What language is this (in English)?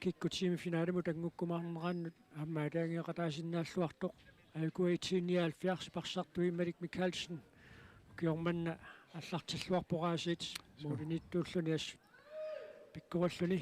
Kalaallisut